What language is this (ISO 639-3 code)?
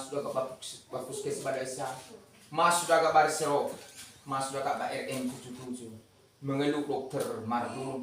nia